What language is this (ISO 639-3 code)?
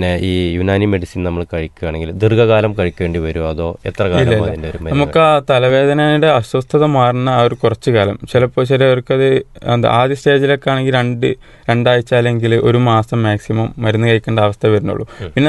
mal